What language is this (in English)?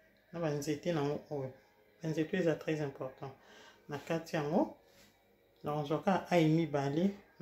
Lingala